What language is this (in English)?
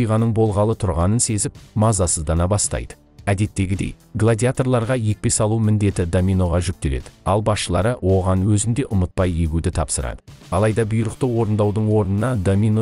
Kazakh